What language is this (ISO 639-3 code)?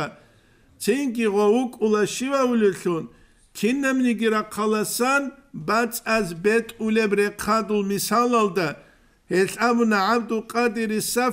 ava